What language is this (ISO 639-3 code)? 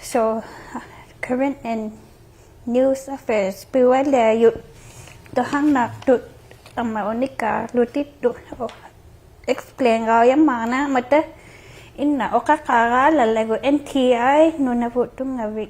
iku